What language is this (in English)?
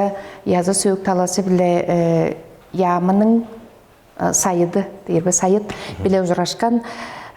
Tuvinian